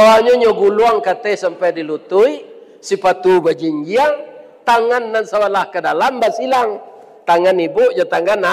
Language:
Minangkabau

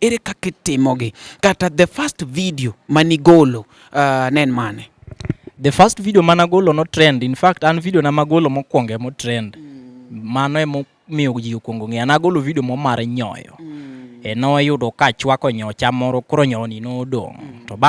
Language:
Luo (Kenya and Tanzania)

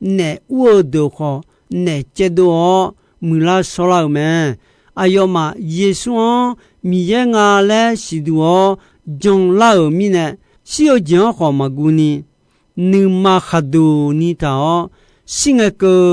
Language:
Akha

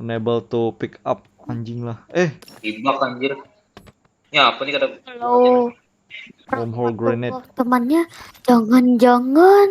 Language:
Banjar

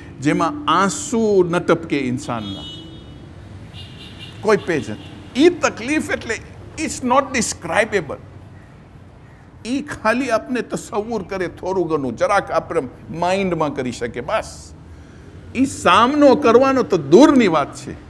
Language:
Gujarati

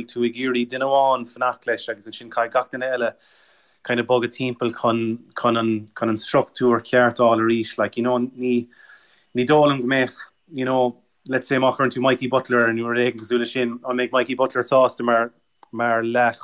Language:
Irish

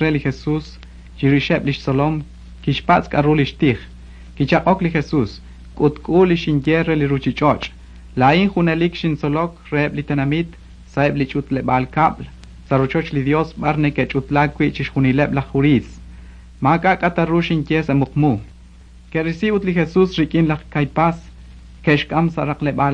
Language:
Kekchí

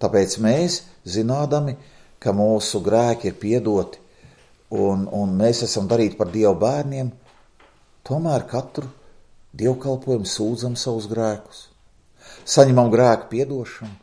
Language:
Latvian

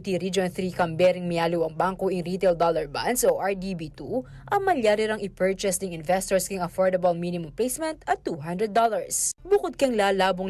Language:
Pampanga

